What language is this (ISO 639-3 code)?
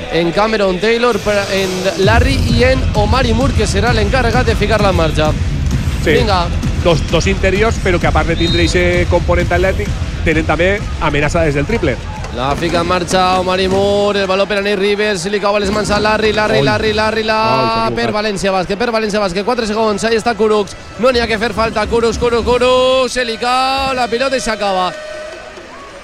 cat